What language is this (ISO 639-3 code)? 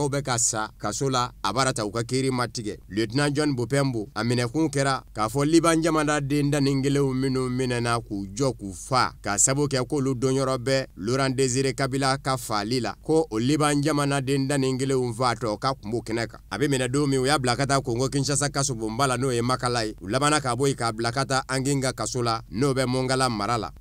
bam